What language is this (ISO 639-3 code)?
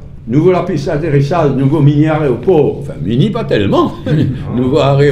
mfe